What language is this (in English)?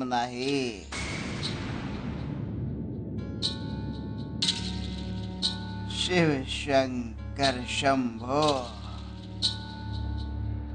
Marathi